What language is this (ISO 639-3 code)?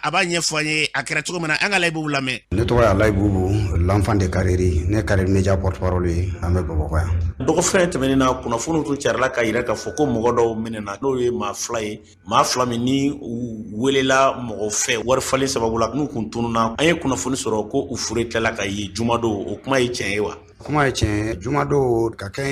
bam